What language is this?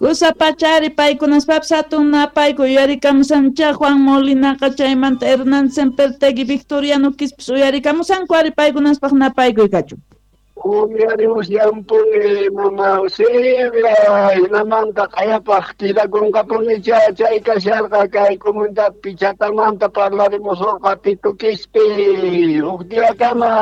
South Bolivian Quechua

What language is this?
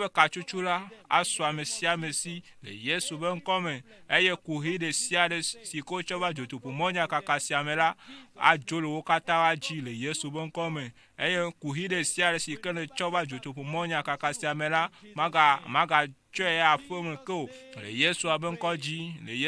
Ewe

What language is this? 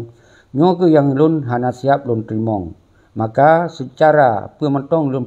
Achinese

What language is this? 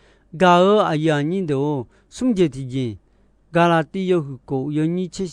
Akha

